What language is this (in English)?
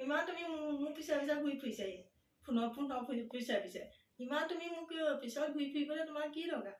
Assamese